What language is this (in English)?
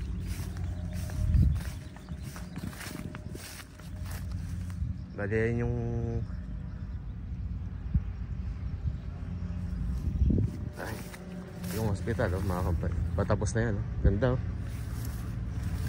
Filipino